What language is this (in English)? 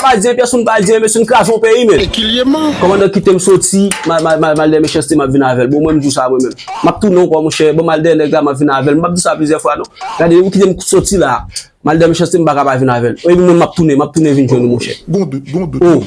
Haitian Creole